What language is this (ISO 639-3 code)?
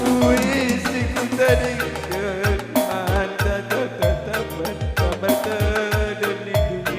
btx